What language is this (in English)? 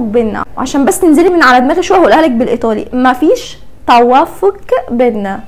Egyptian Arabic